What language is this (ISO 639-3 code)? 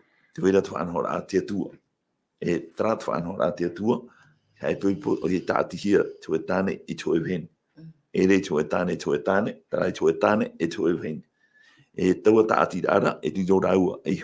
tah